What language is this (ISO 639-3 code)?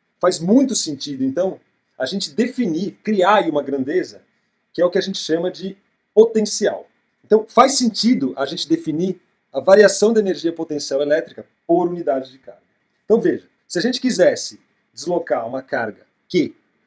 por